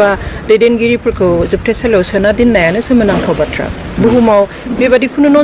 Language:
Bodo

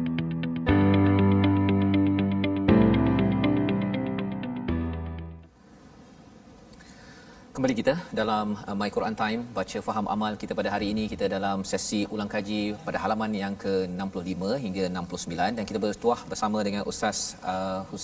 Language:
Malay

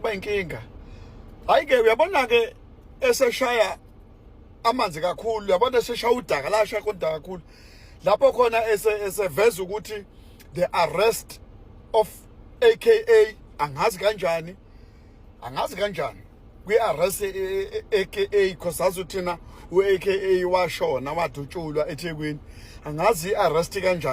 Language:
Zulu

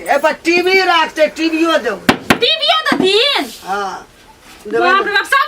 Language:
Maithili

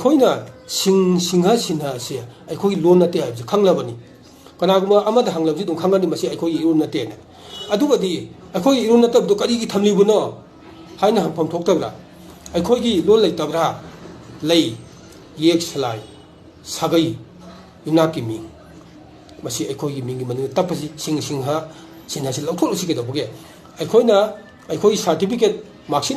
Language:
Manipuri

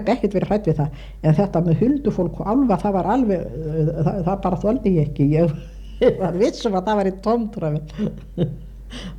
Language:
Icelandic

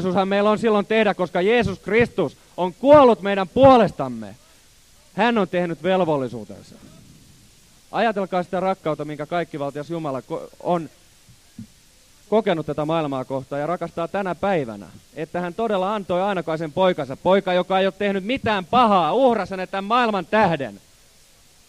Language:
Finnish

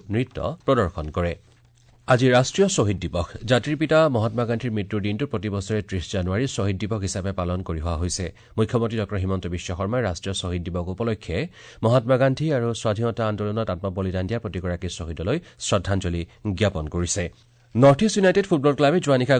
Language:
Assamese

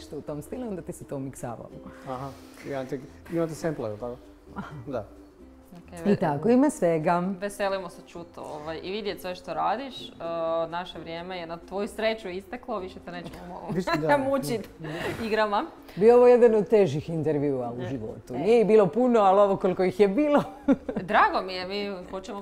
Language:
Croatian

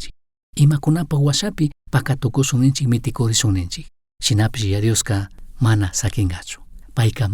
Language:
Chimborazo Highland Quichua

